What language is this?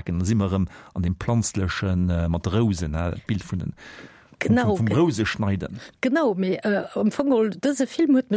Luxembourgish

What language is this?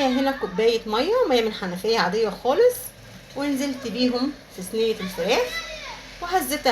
Egyptian Arabic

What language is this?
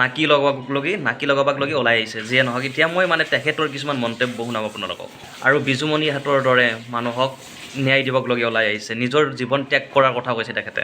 Assamese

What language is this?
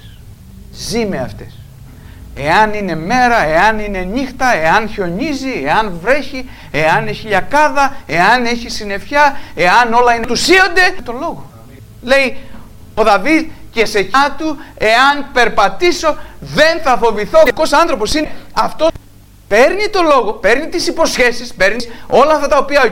Greek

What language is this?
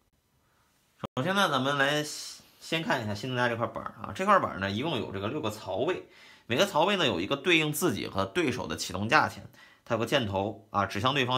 Chinese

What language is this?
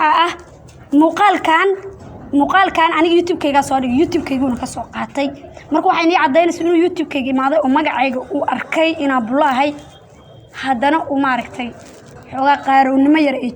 Somali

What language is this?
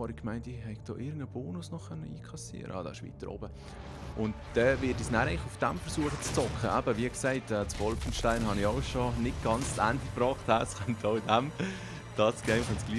Swiss German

